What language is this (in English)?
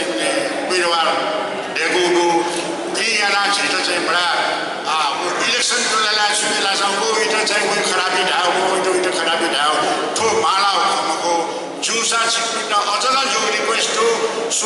Newari